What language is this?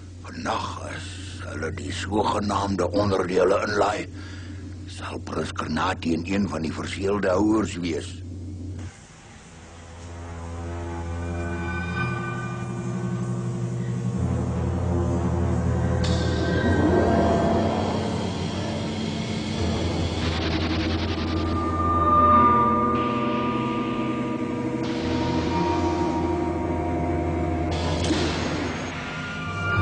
Afrikaans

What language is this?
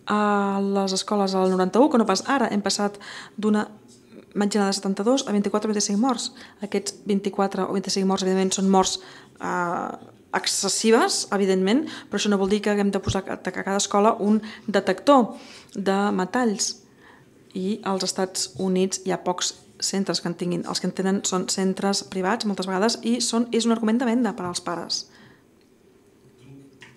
Catalan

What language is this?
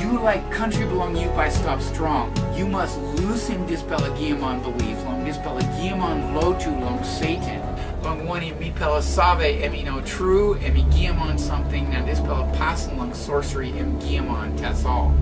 Tok Pisin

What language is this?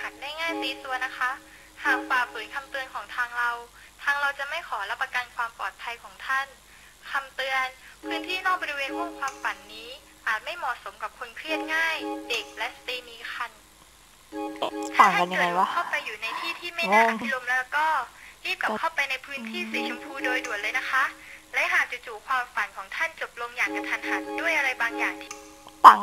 Thai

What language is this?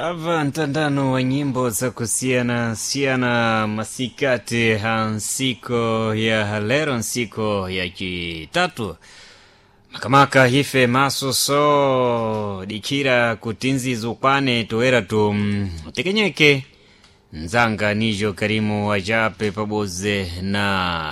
Sena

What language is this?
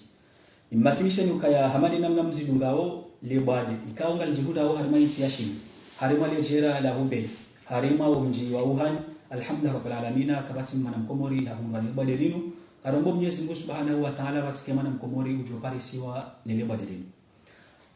Ngazidja Comorian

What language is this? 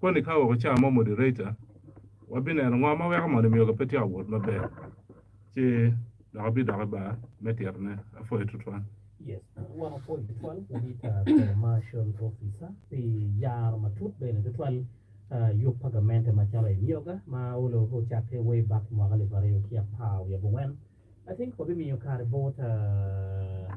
Acoli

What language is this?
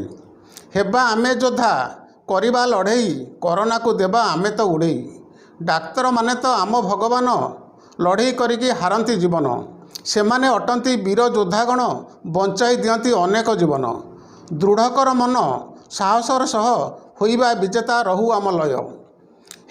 Odia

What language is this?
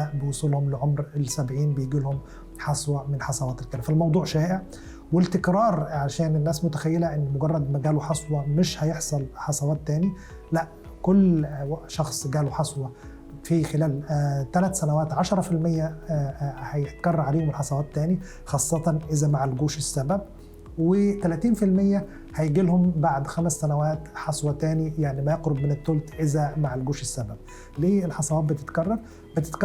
Egyptian Arabic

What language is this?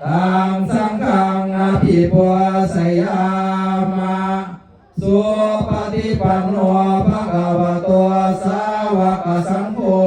Pali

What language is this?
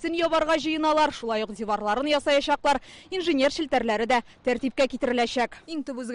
Tatar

